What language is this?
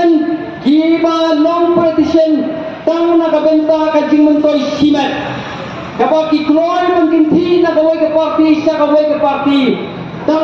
Khasi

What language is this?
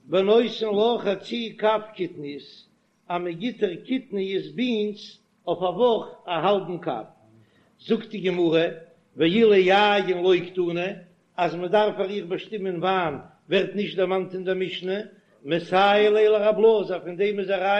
Yiddish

